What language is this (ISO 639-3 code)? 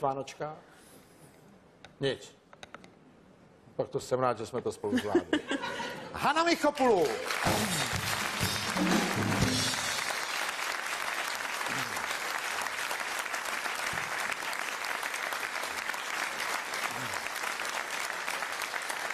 ces